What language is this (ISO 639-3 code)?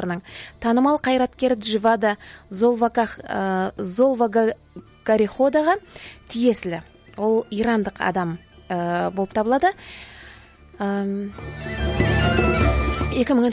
kaz